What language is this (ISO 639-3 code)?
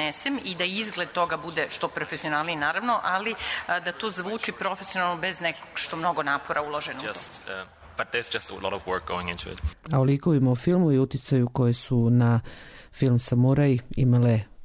srp